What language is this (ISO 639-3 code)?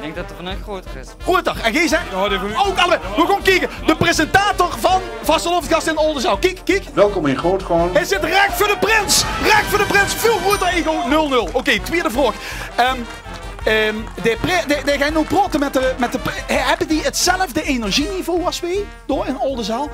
lim